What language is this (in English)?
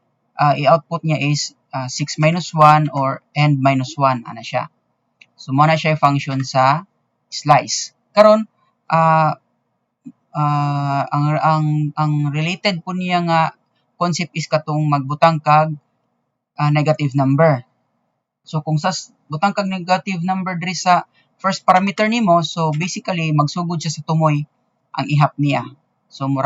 Cebuano